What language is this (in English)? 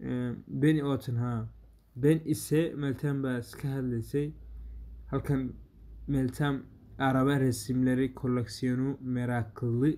Somali